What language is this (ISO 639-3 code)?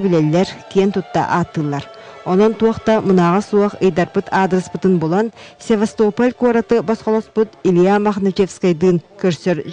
sah